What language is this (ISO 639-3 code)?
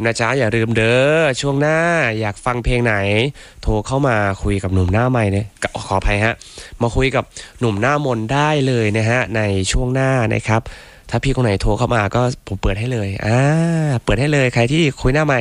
tha